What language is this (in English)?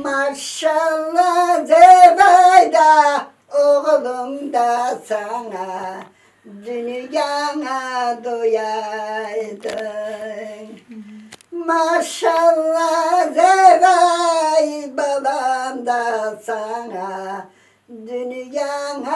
Crimean Tatar